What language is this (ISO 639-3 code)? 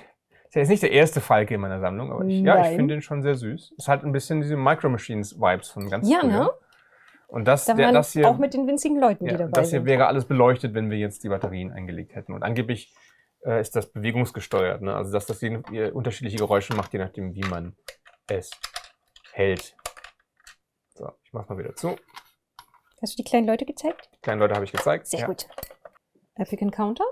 deu